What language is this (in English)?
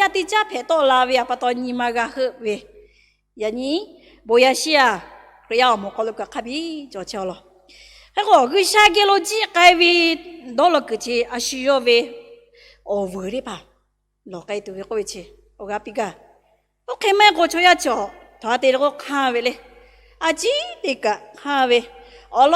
Lahu